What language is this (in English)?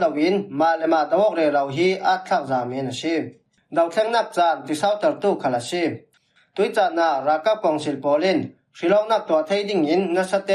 Falam Chin